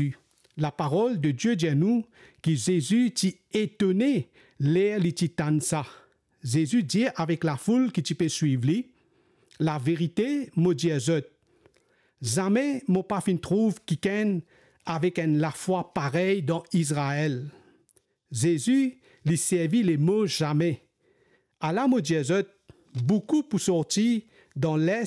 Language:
Morisyen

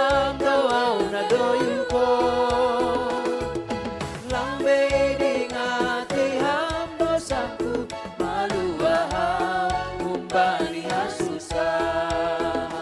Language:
Batak Simalungun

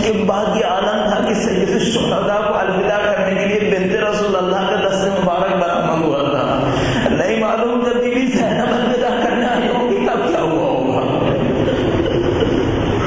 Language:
Urdu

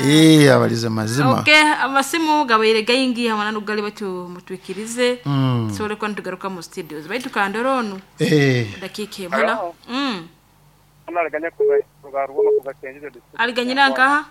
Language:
Nyoro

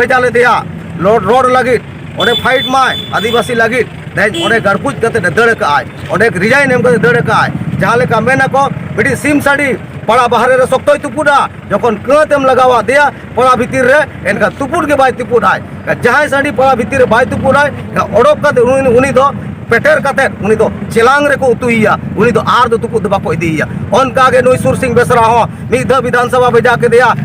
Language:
Santali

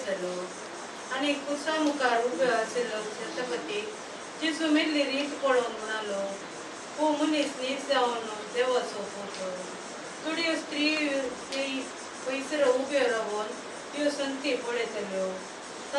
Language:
Konkani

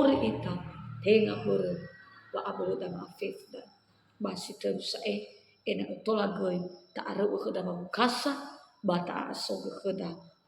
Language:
Nias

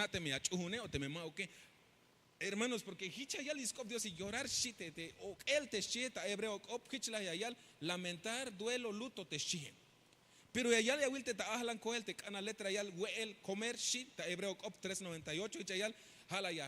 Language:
Tzeltal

